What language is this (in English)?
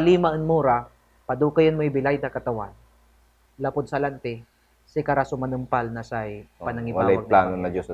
Pangasinan